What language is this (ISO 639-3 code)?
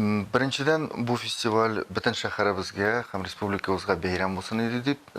tat